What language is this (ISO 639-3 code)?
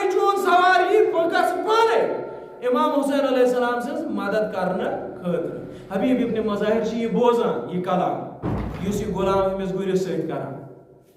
kas